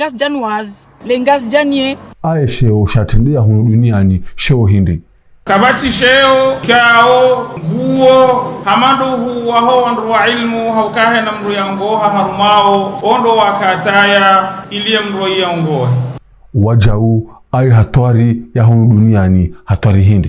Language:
Ngazidja Comorian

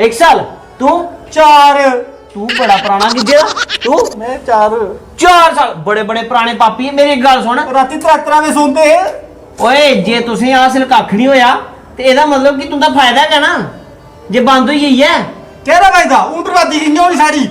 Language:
Dogri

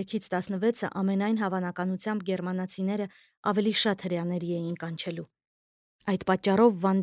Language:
Armenian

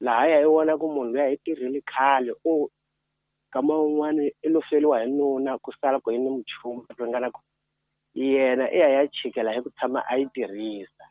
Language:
Tsonga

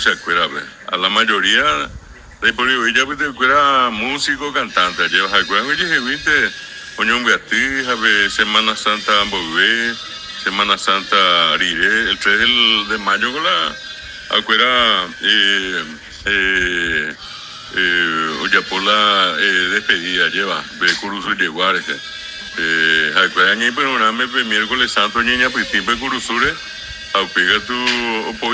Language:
Guarani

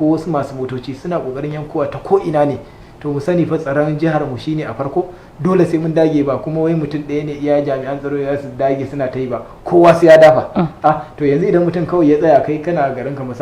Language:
Hausa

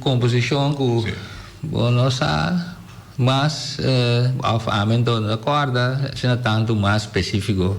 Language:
Papiamento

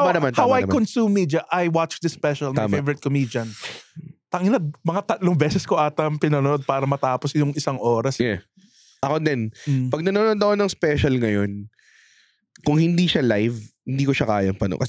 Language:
Filipino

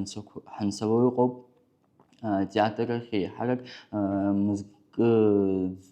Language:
Abkhazian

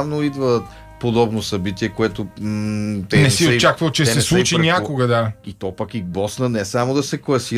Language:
Bulgarian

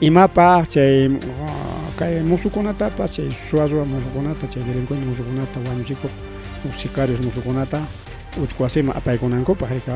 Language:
Ayacucho Quechua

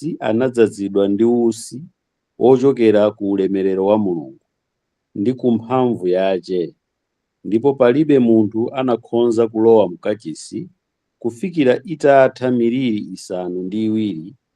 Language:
Nyanja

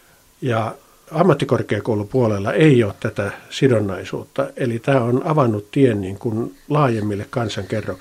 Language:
Finnish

